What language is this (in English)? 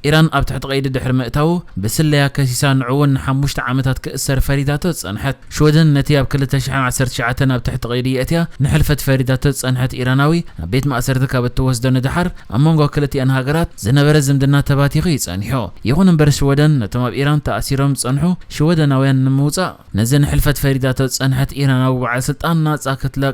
Tigrinya